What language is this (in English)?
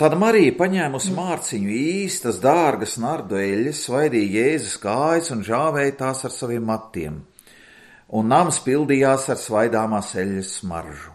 Latvian